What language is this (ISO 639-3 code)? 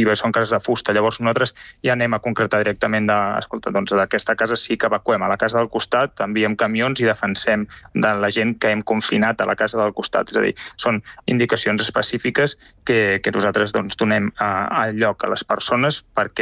cat